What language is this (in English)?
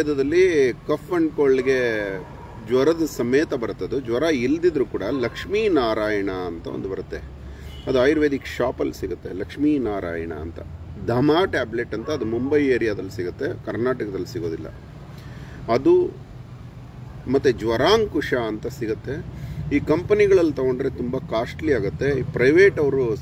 Kannada